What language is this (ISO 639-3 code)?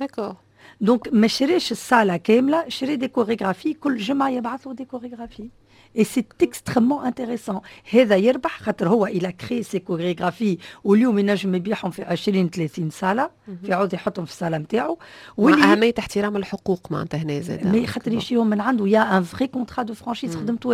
aeb